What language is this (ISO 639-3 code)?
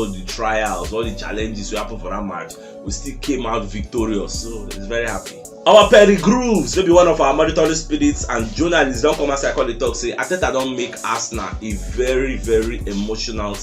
pcm